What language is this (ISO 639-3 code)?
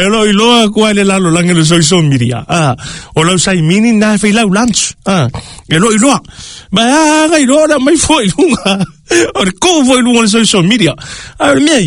smo